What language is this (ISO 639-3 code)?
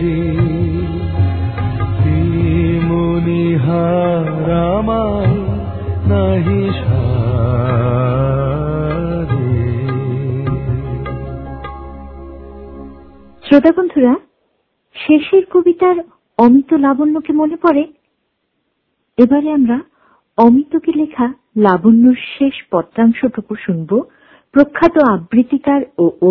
ben